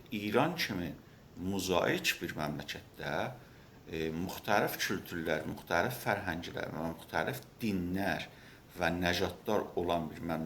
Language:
South Azerbaijani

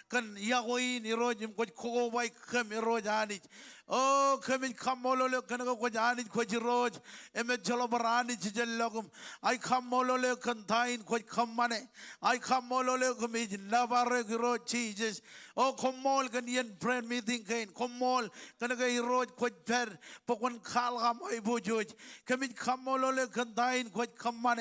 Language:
Marshallese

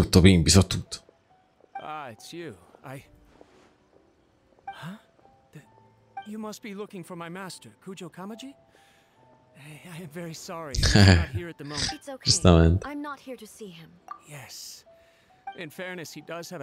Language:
Italian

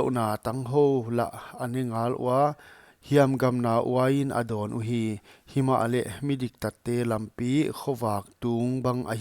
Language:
Paite Chin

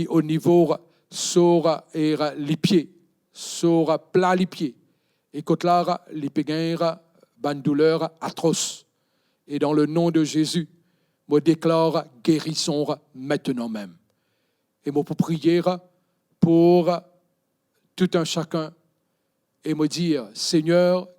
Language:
Morisyen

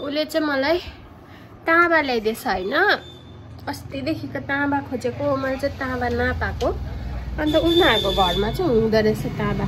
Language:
Nepali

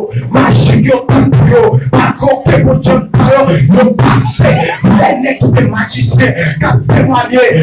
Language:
Haitian Creole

